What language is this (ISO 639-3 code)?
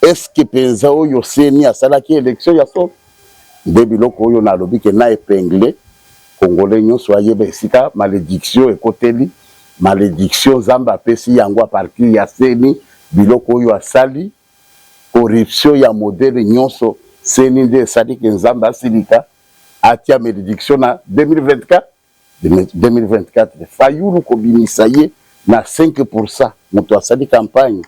lin